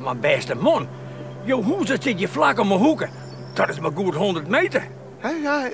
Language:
Western Frisian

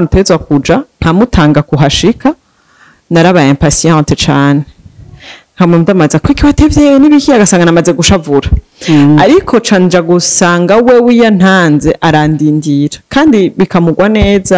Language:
Rundi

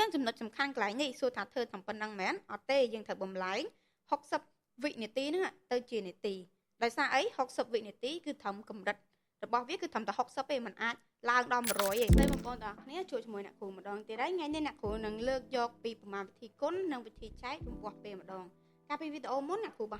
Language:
Khmer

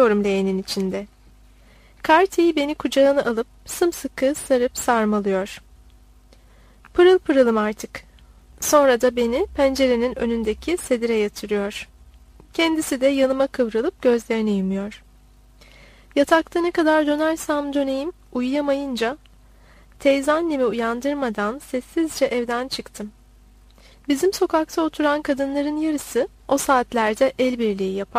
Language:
Turkish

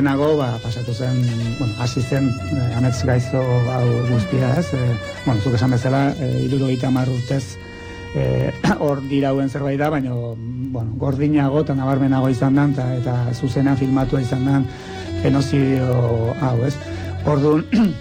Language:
Basque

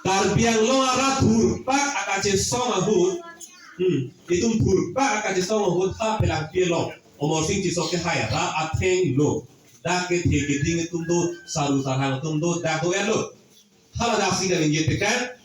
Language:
Karbi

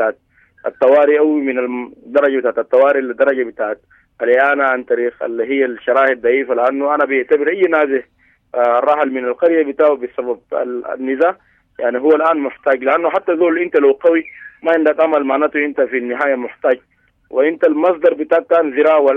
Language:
Sudanese Arabic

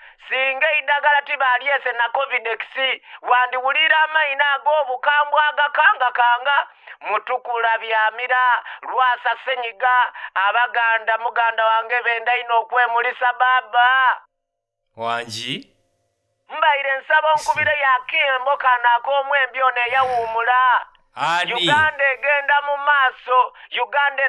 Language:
Ganda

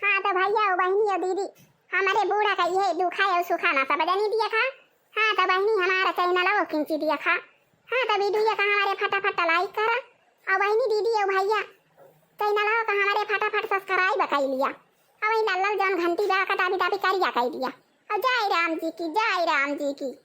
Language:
Awadhi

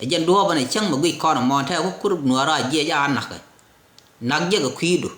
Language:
Nuer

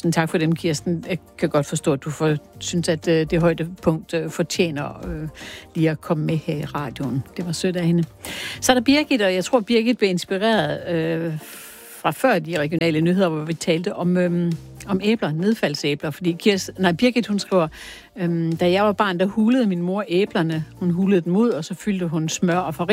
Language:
Danish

